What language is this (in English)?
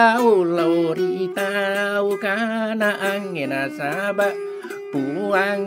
Buginese